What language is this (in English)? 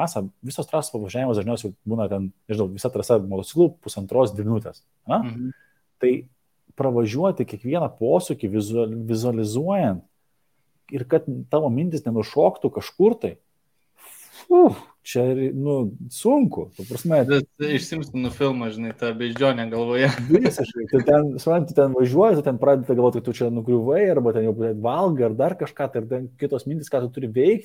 Lithuanian